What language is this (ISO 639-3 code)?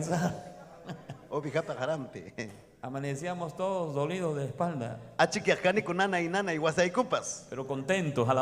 quy